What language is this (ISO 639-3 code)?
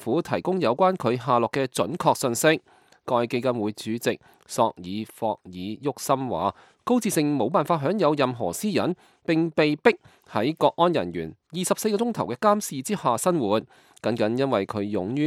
yue